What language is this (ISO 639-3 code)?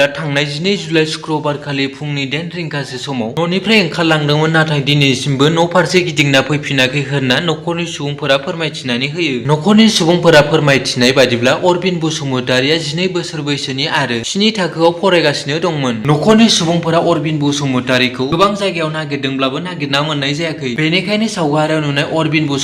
brx